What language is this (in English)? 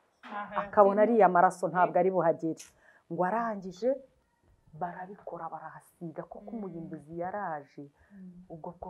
Kinyarwanda